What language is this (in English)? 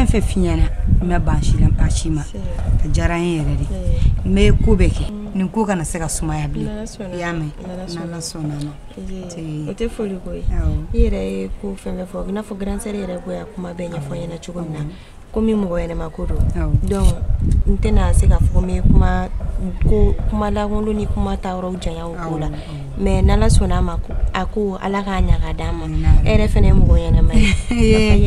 Bambara